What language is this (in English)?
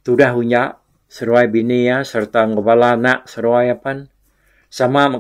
Iban